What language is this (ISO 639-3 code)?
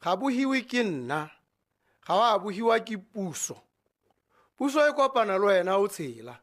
tsn